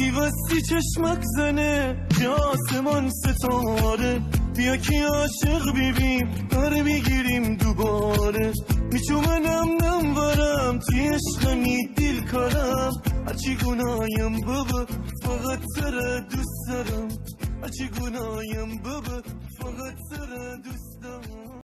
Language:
Gilaki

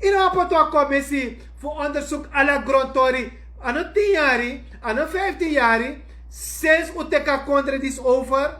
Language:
Sranan Tongo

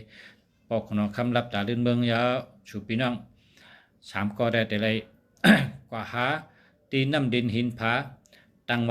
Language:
Shan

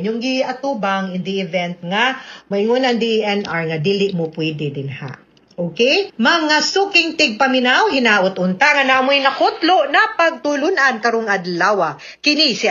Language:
Cebuano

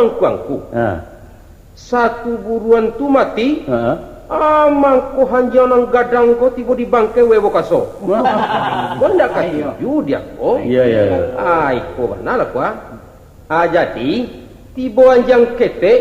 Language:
Minangkabau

